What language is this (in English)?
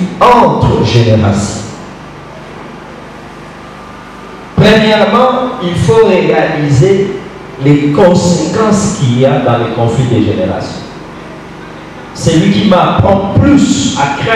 French